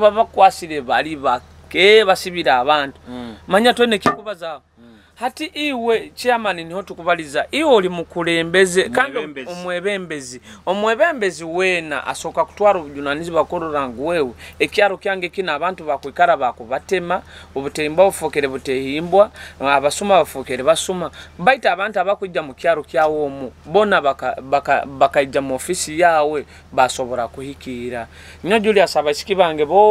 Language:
Nyoro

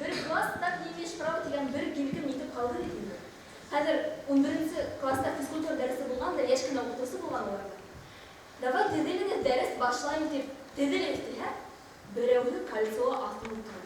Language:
Bashkir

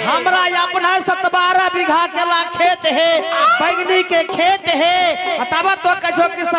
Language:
Maithili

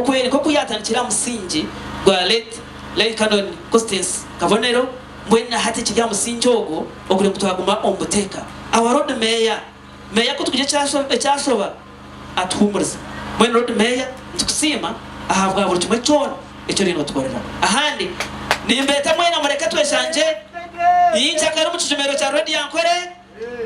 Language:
Nyankole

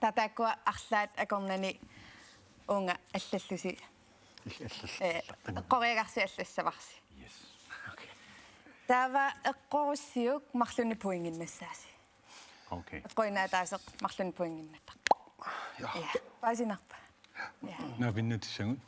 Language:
Kalaallisut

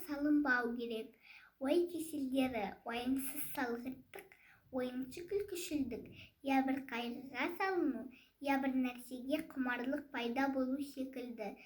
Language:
Kazakh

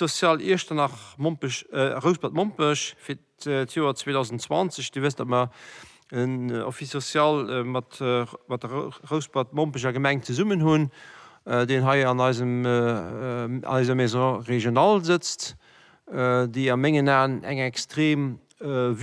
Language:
Luxembourgish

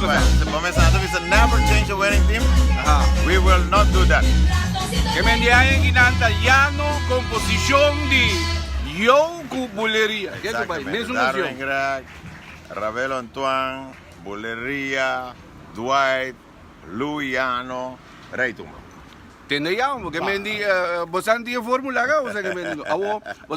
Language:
Papiamento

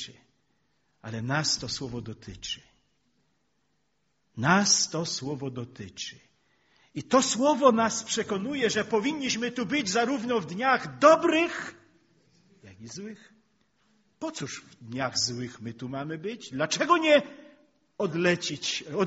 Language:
Polish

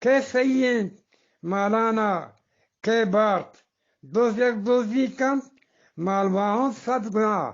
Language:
Eastern Balochi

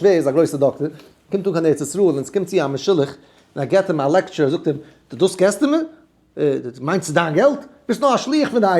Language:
Yiddish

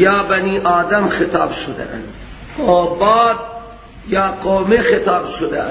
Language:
Persian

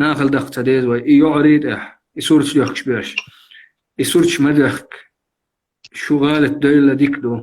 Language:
Chechen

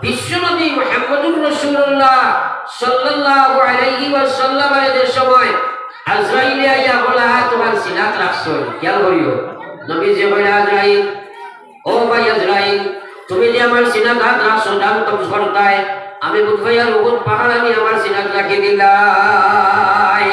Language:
Sylheti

